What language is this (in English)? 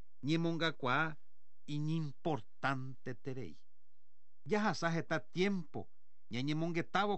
Guarani